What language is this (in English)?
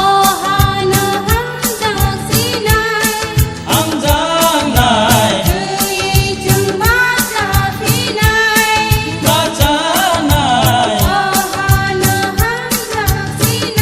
Kok Borok